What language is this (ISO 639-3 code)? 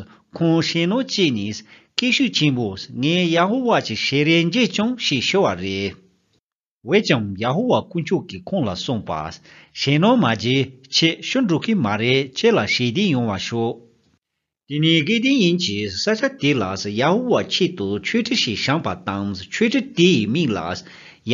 bod